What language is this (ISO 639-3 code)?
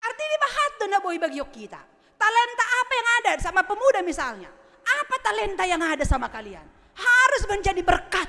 bts